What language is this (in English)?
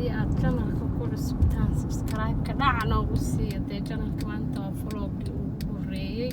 Somali